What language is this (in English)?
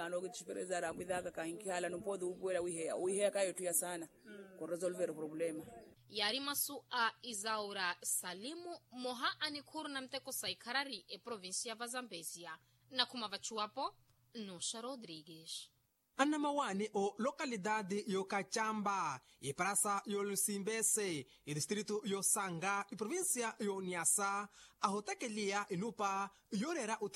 Makhuwa